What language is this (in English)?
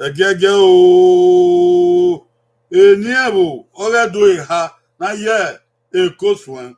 Bini